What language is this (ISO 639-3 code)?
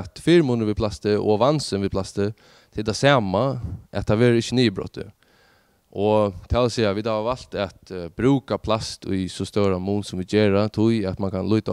fao